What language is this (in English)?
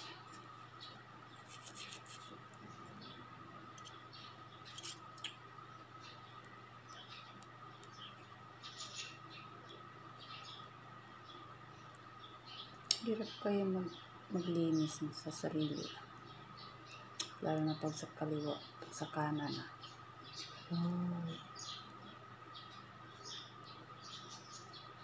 Filipino